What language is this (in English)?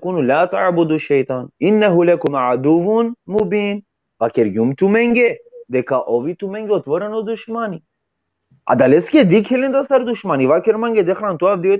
Balkan Romani